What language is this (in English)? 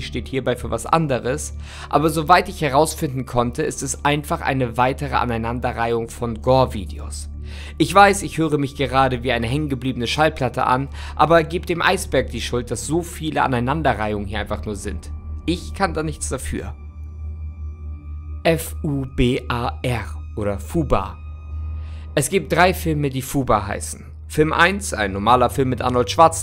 German